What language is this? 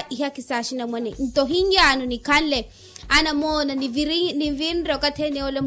Makhuwa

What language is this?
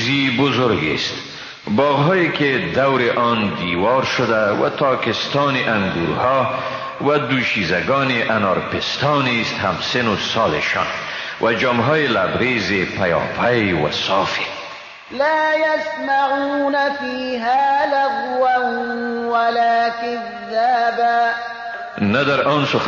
Persian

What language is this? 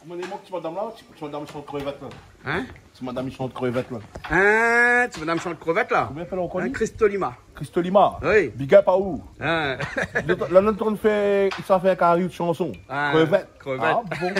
Réunion Creole French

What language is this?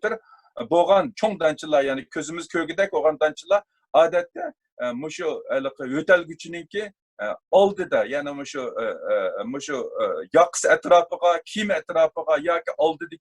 Uyghur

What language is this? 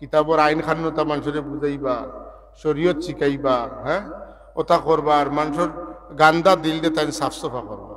Sylheti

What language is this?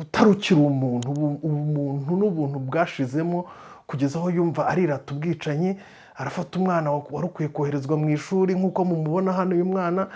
Kinyarwanda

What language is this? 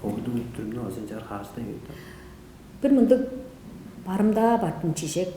Tuvinian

